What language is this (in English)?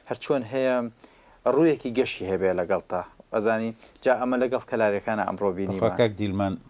Central Kurdish